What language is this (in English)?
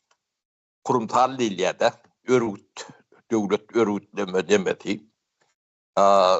Turkmen